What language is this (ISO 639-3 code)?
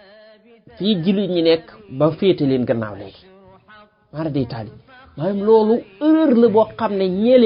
wol